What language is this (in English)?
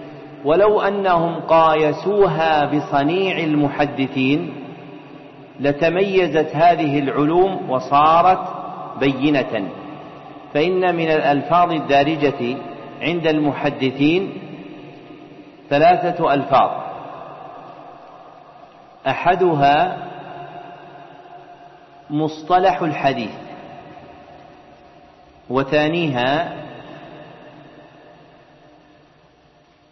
Arabic